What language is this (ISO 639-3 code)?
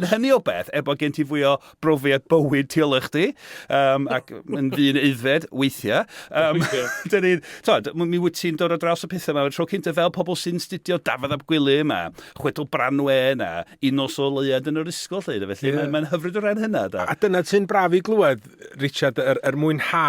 cym